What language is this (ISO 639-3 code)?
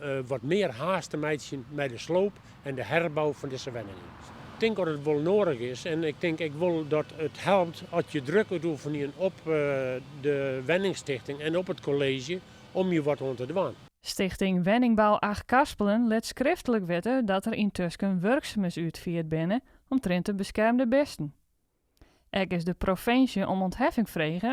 fry